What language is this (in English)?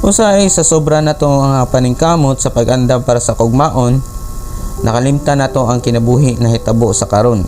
Cebuano